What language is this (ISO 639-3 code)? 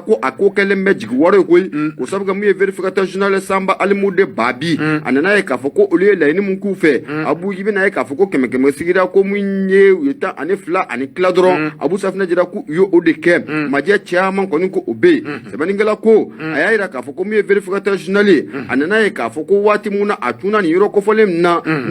bam